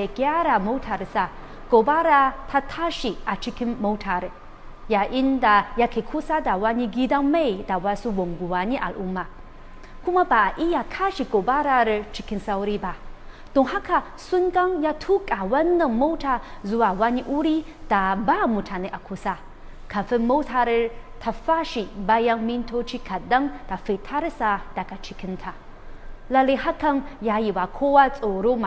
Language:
Hausa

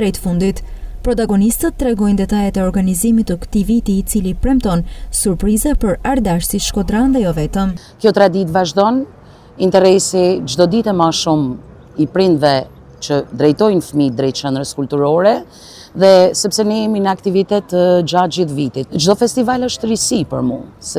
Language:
Albanian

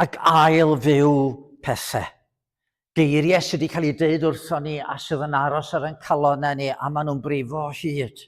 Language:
Welsh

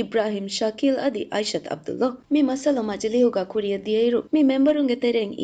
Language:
Divehi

